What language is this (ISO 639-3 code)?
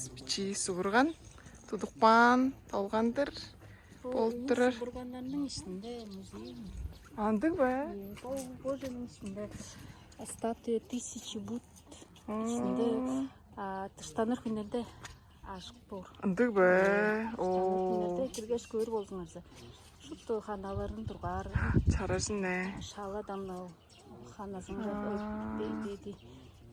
tyv